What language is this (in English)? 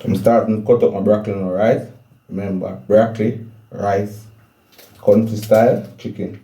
Jamaican Creole English